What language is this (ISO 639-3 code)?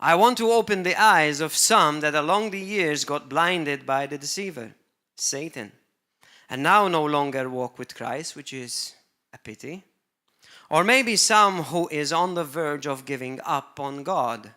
eng